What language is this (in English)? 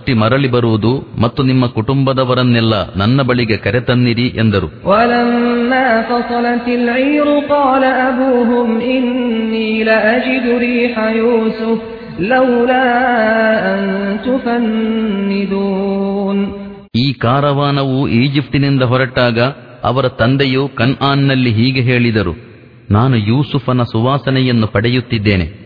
Kannada